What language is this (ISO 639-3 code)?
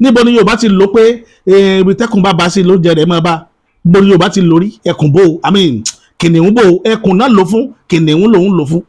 yor